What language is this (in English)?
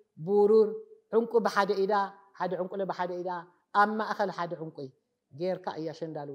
Tigrinya